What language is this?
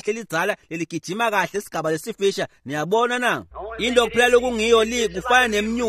Swati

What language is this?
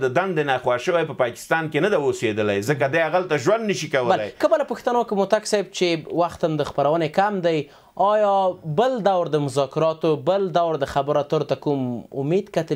Pashto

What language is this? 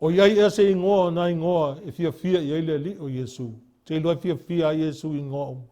Samoan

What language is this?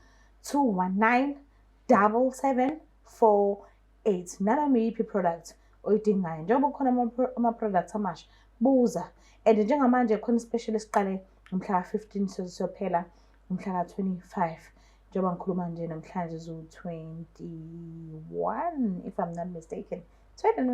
Zulu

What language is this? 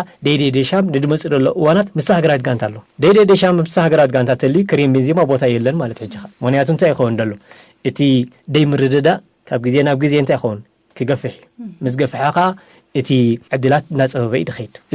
Tigrinya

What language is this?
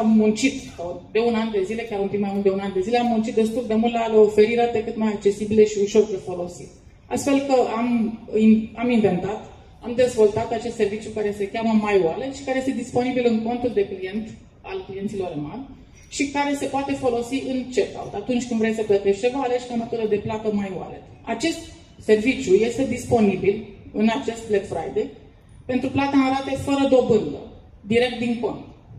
Romanian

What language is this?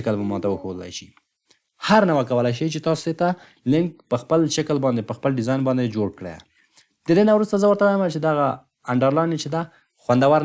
Pashto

